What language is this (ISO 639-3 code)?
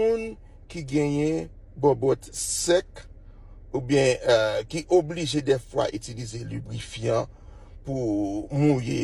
hat